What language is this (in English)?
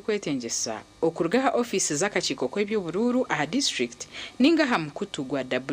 Nyankole